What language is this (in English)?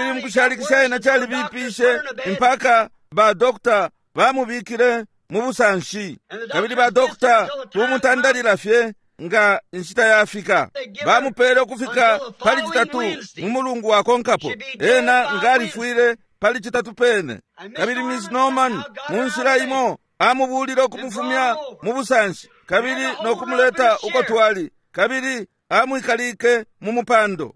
Bemba